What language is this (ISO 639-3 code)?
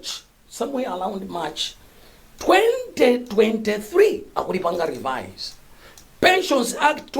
nya